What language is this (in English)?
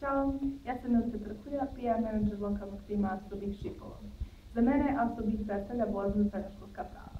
Bosnian